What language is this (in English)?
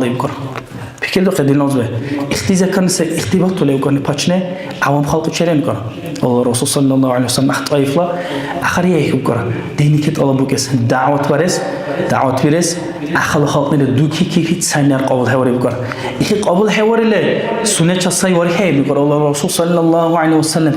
Dargwa